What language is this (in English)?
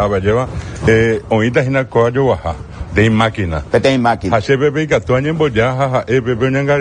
Guarani